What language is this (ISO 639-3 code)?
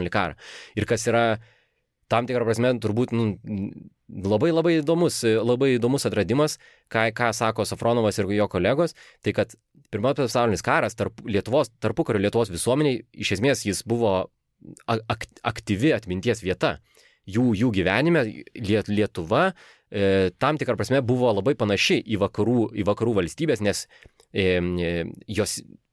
lit